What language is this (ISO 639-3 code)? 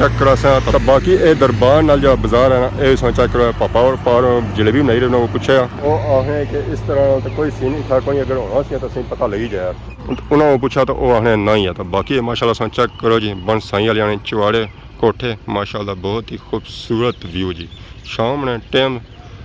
phr